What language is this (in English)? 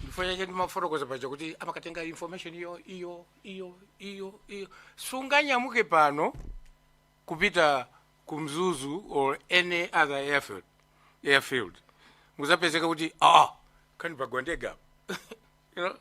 Nyanja